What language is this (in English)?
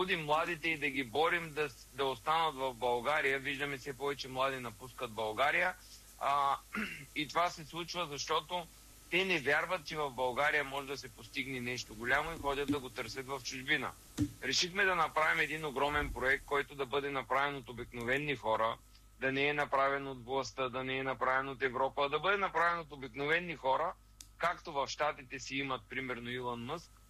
Bulgarian